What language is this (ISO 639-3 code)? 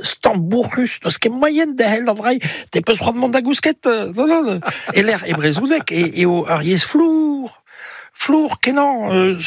bre